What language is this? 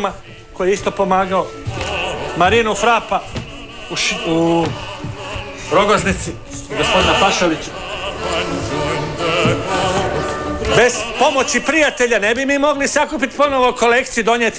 Croatian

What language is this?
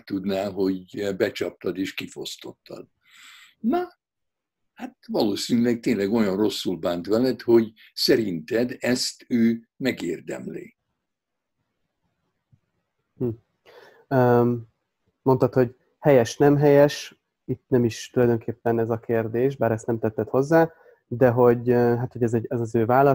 Hungarian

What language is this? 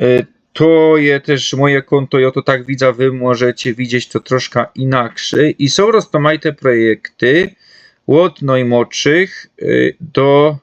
Silesian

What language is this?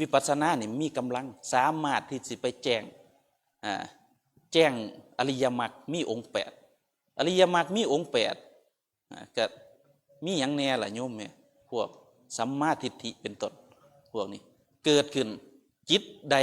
Northeastern Thai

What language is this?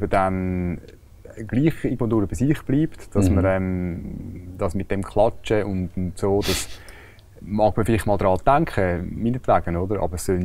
German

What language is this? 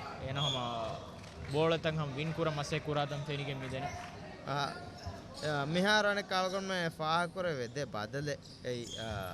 Divehi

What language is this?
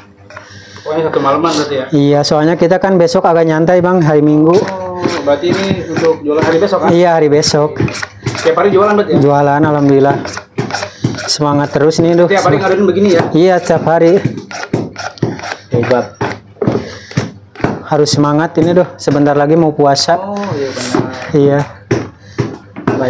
Indonesian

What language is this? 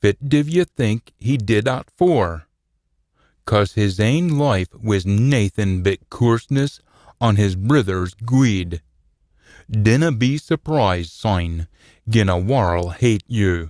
Scots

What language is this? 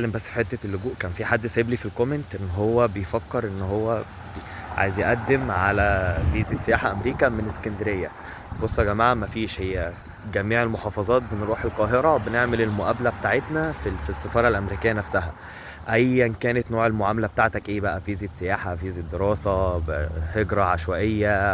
Egyptian Arabic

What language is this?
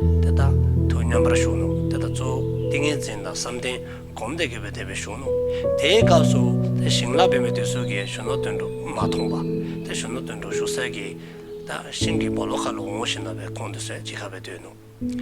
Dzongkha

